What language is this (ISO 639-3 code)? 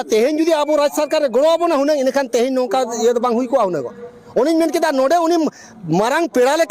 sat